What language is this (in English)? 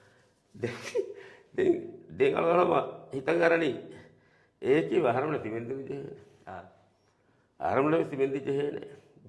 Divehi